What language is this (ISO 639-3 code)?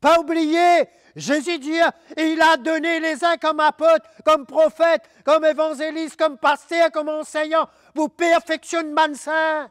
mfe